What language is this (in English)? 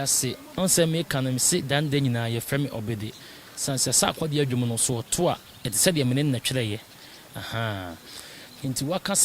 Akan